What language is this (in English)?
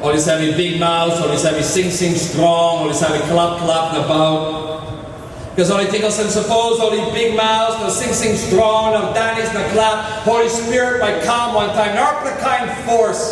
Tok Pisin